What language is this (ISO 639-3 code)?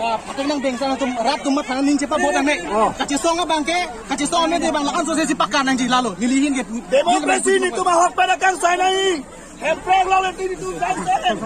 mjw